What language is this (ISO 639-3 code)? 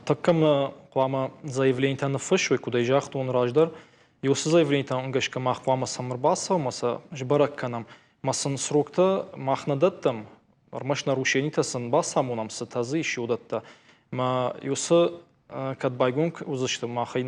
oss